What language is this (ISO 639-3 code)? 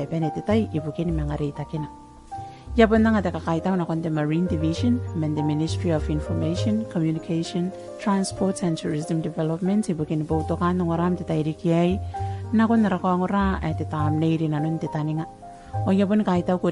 gil